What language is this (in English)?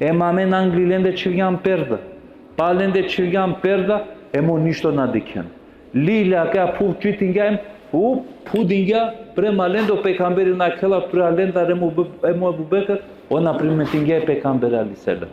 Balkan Romani